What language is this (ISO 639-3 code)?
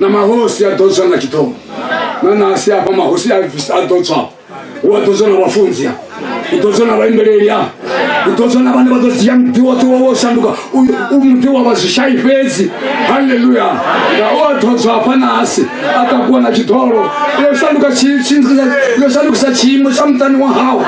ven